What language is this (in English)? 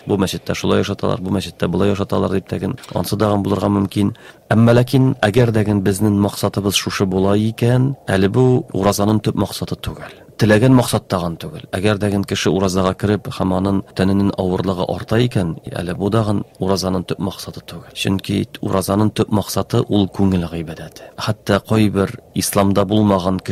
Tatar